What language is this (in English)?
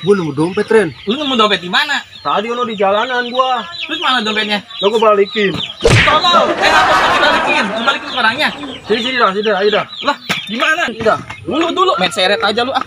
Betawi